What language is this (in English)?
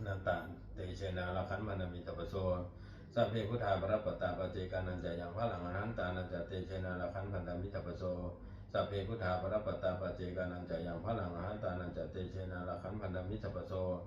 Pali